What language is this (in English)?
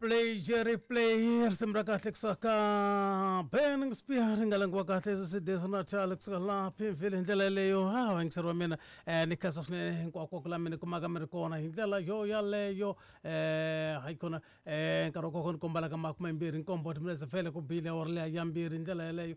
Tsonga